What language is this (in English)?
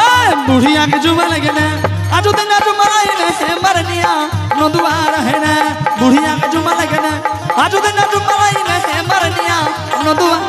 Angika